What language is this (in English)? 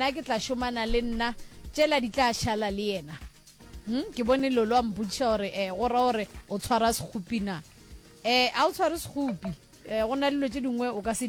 Northern Sotho